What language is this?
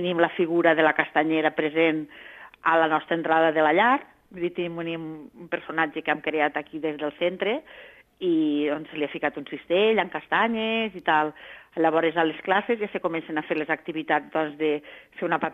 Catalan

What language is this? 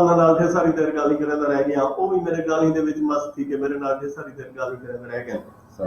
Saraiki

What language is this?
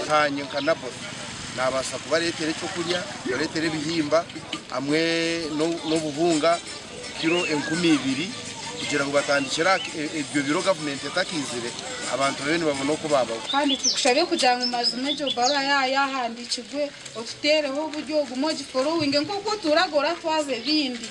Nyankole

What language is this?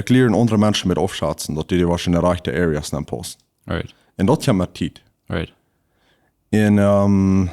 Plautdietsch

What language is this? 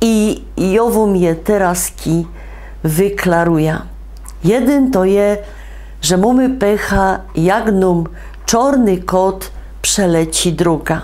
Silesian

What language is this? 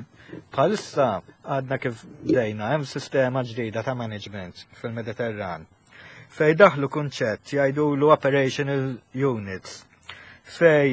Maltese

